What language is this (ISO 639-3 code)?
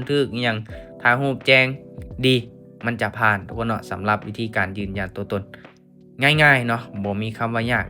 lao